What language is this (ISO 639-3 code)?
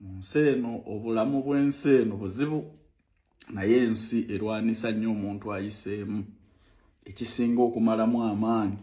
lug